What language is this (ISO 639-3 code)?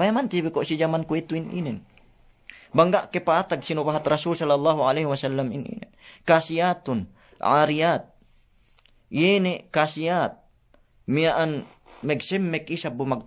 yka